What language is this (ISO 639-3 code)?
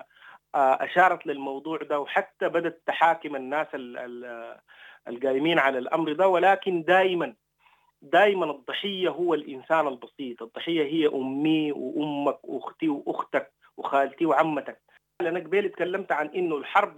apd